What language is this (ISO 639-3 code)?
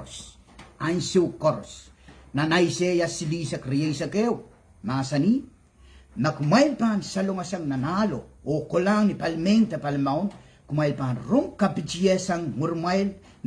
pon